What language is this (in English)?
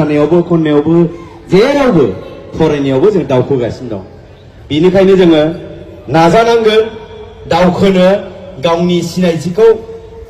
Bodo